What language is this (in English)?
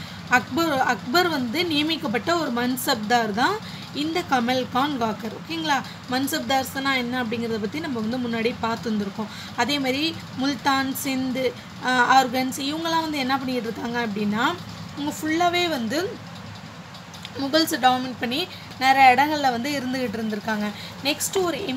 Tamil